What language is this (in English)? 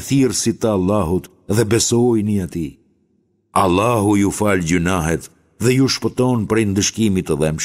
Albanian